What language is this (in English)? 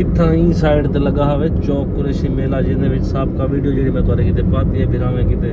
Saraiki